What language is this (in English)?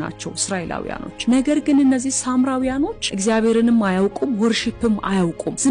Amharic